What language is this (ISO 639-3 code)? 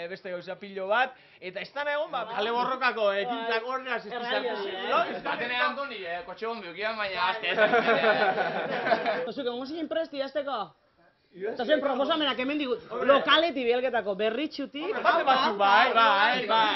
eus